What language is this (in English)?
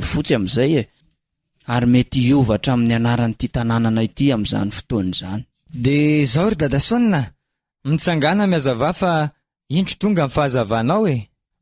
Malagasy